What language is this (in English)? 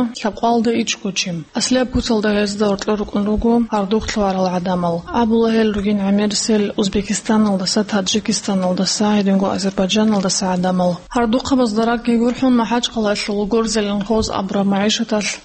Avaric